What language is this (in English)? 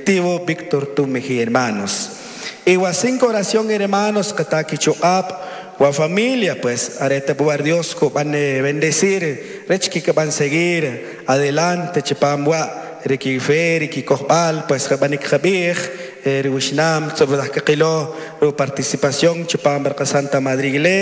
Kʼicheʼ